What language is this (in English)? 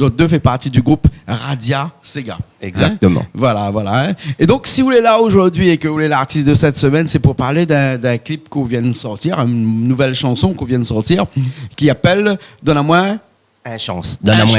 Réunion Creole French